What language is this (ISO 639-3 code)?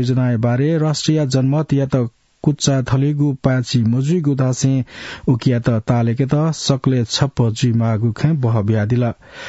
new